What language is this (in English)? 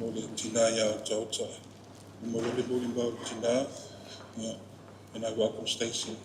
Samoan